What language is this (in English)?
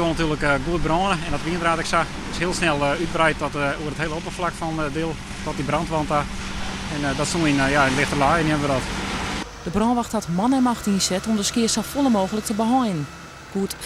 Western Frisian